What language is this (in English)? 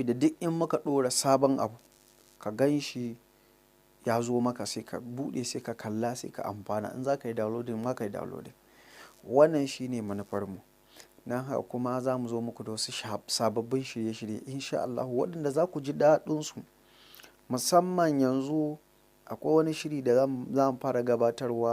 Hausa